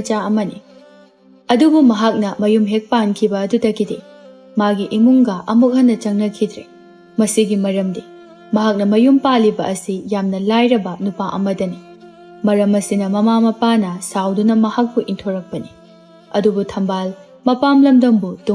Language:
Manipuri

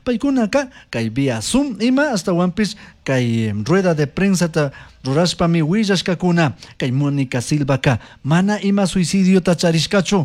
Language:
Chimborazo Highland Quichua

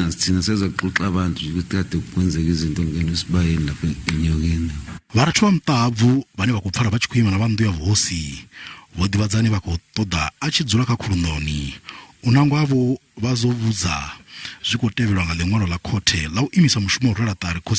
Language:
Venda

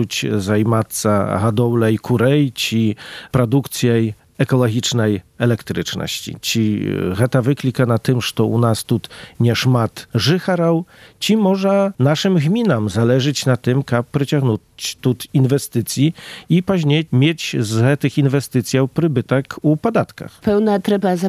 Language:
Polish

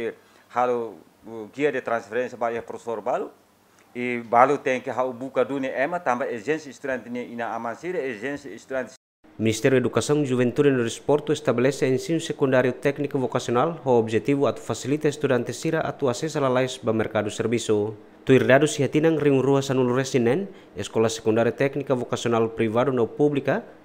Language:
Tetum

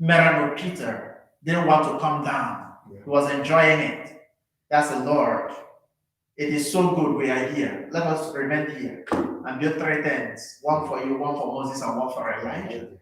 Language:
Igbo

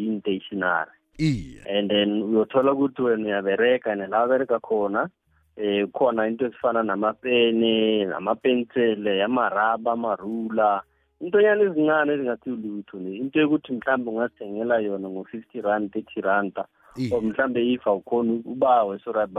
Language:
South Ndebele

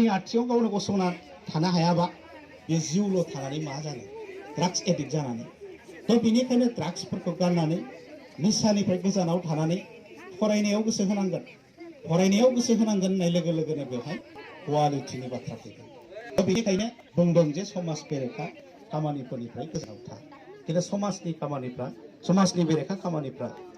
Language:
Bodo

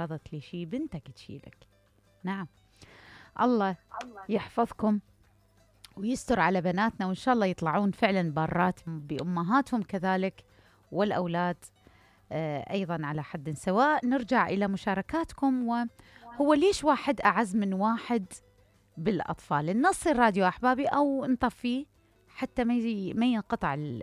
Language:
Mesopotamian Arabic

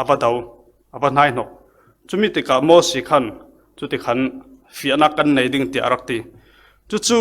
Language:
Falam Chin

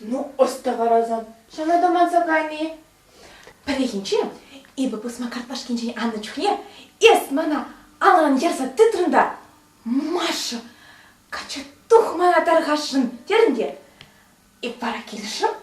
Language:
Chuvash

